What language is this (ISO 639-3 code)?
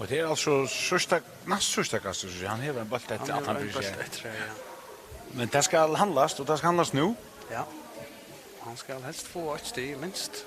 fao